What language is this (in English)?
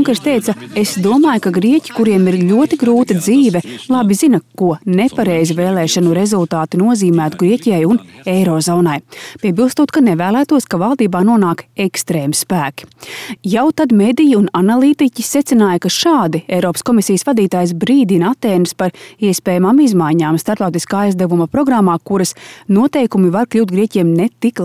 Latvian